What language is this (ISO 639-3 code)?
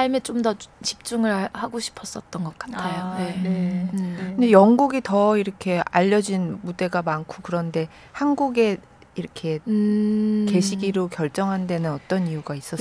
kor